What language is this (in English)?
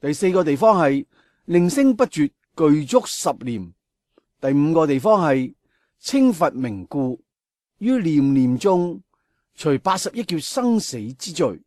Cantonese